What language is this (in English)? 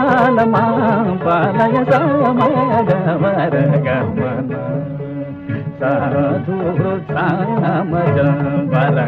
Telugu